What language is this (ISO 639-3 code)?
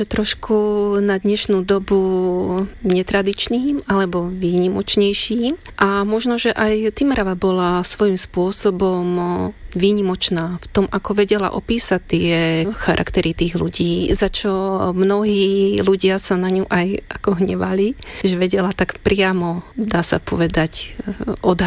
slk